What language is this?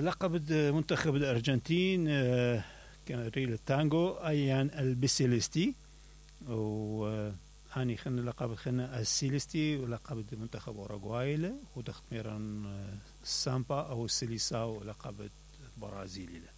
Mesopotamian Arabic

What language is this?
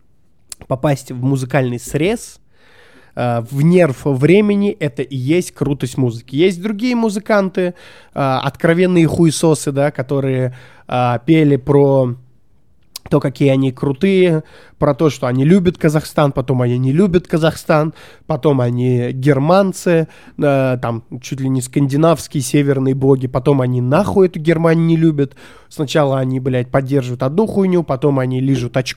Russian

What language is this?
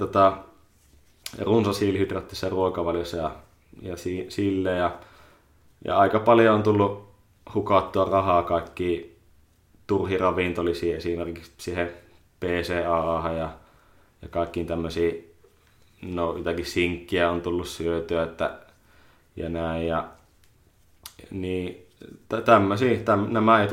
Finnish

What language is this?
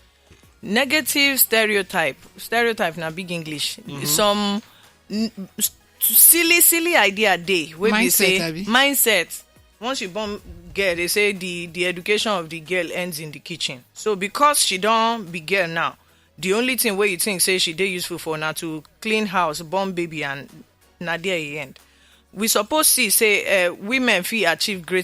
Nigerian Pidgin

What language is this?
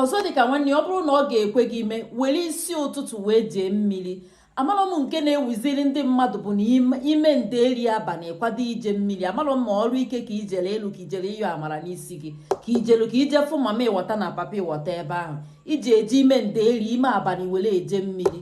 Igbo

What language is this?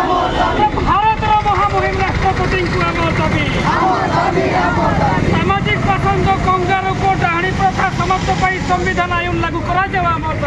Santali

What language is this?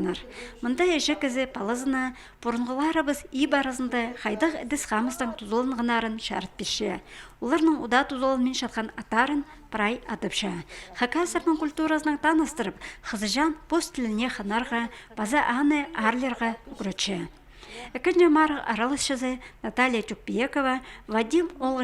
Khakas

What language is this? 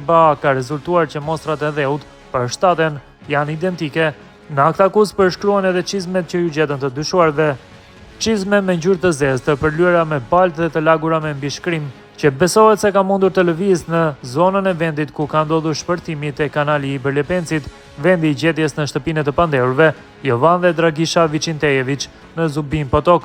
Albanian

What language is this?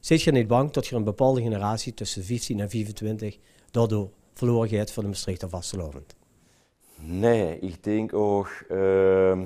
Limburgish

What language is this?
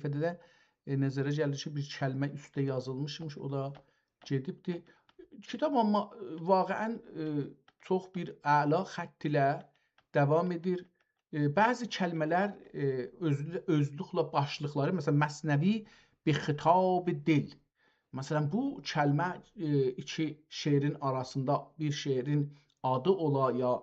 South Azerbaijani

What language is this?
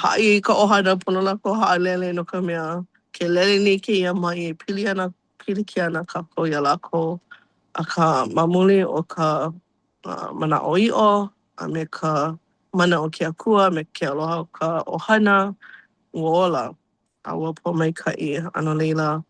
Hawaiian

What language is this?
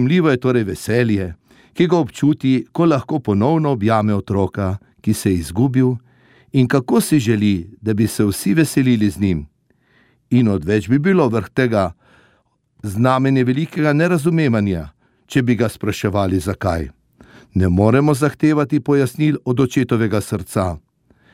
Slovenian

